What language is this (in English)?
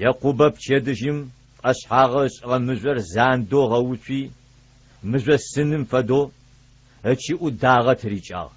Adyghe